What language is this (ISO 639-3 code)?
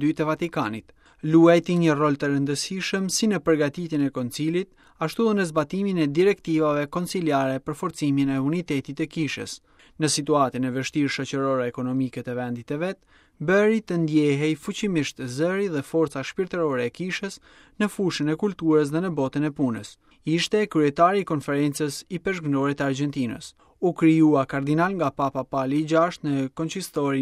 sqi